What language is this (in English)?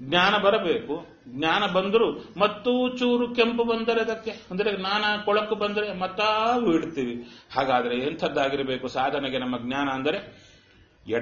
Kannada